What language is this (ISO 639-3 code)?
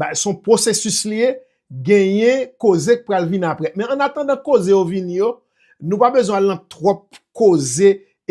hat